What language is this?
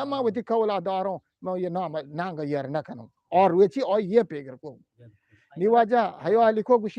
Eastern Balochi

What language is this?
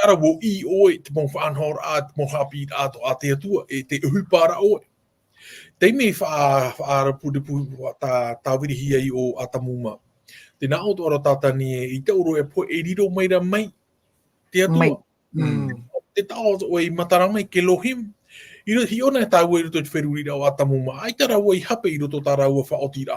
Tahitian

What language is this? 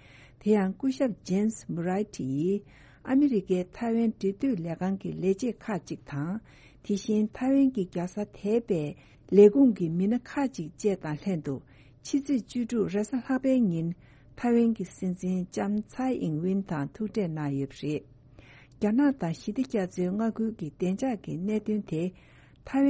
Tibetan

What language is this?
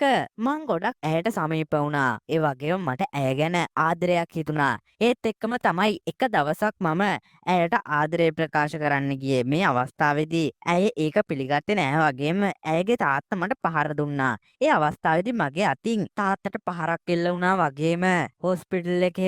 Sinhala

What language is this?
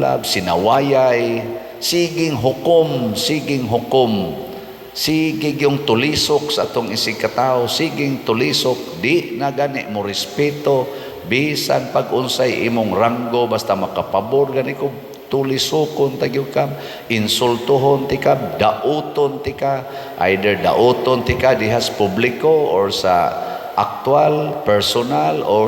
Cebuano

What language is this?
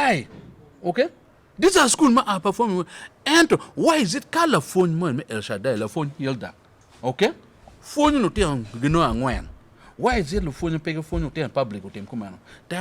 Acoli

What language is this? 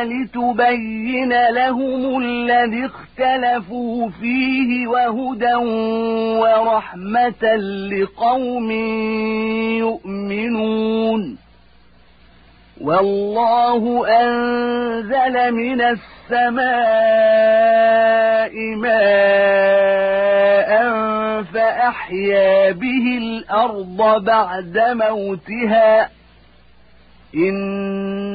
Arabic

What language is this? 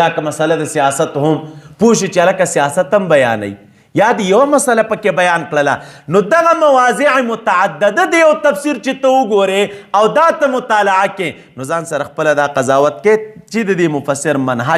Pashto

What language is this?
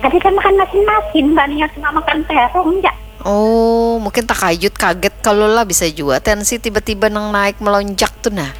Banjar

